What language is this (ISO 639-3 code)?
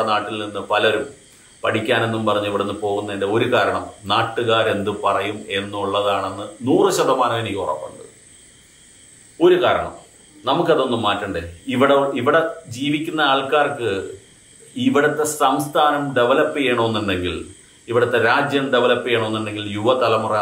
mal